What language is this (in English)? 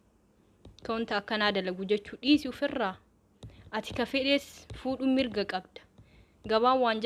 Oromo